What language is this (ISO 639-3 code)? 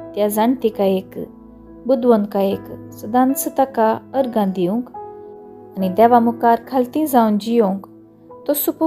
kok